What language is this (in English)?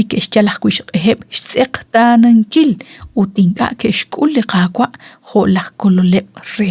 Kekchí